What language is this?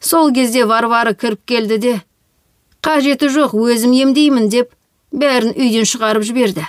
Kazakh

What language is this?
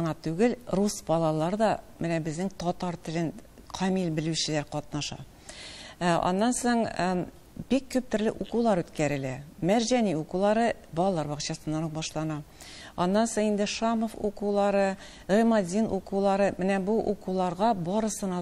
Tatar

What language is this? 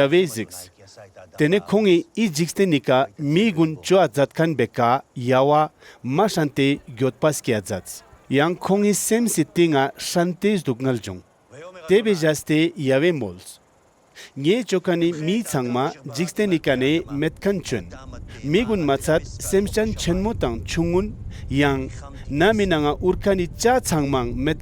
Ladakhi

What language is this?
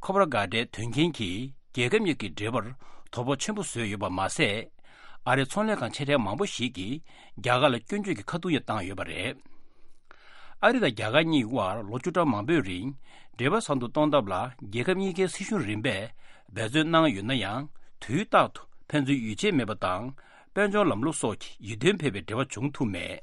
Tibetan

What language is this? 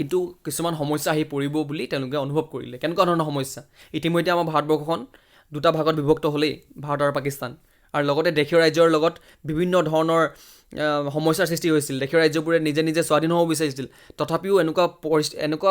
Assamese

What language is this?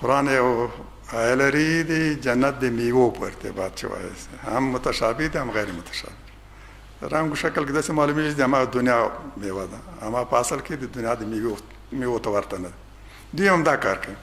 Pashto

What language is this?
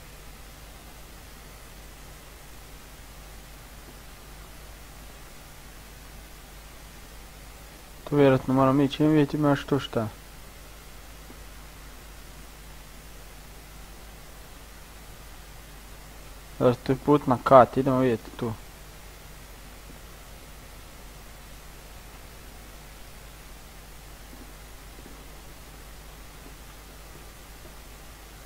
Croatian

